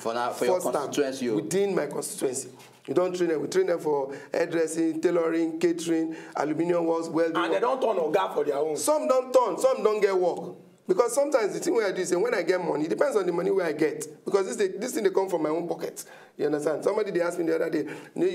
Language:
Nigerian Pidgin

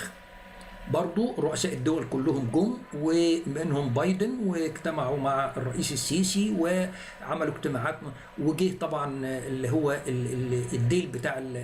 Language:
Egyptian Arabic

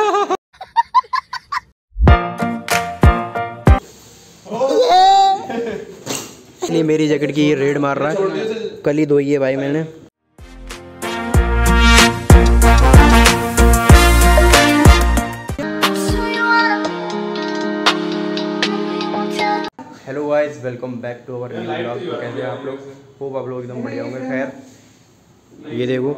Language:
Hindi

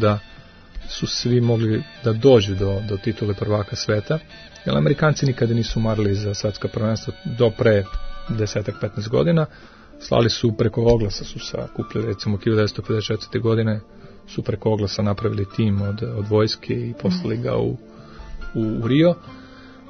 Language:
Serbian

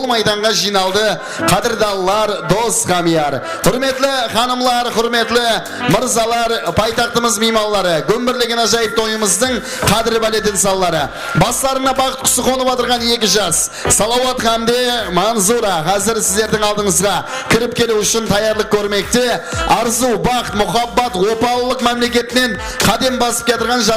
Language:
Kara-Kalpak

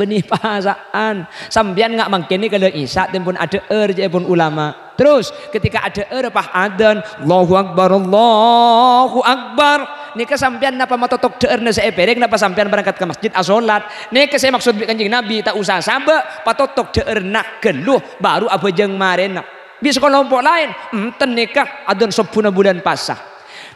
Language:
Madurese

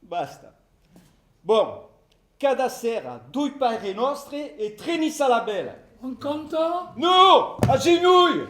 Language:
Occitan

